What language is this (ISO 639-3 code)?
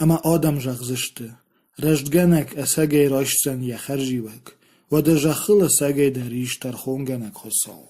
oss